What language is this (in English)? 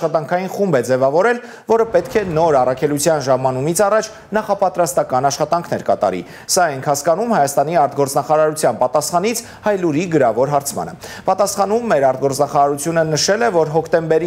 Armenian